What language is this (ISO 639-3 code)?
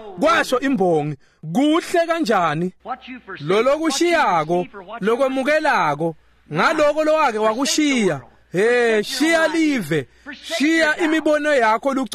ssw